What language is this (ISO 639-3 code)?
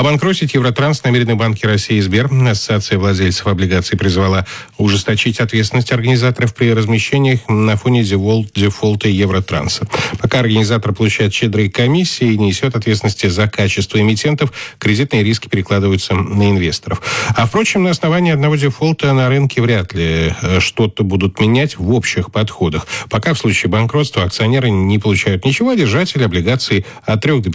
rus